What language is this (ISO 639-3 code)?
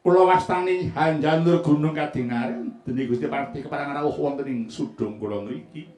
jav